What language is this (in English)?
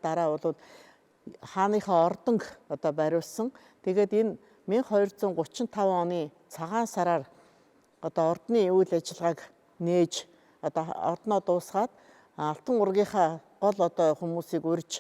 Mongolian